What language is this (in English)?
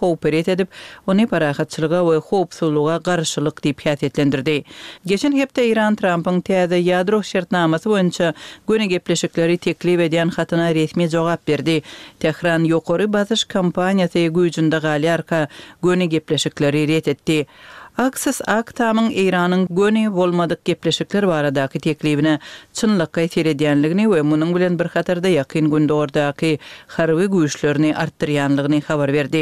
Turkmen